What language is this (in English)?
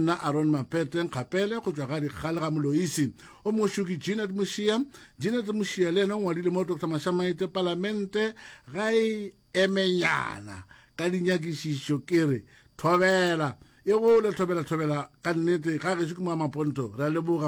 Northern Sotho